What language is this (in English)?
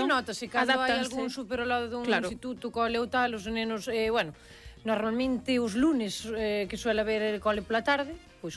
Galician